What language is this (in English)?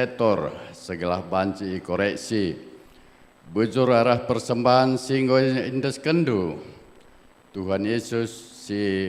Batak Karo